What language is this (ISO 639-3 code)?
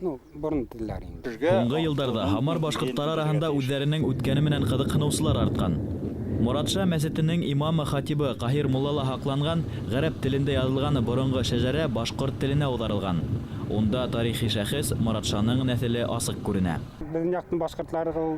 bak